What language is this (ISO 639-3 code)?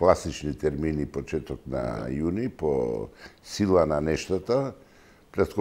mkd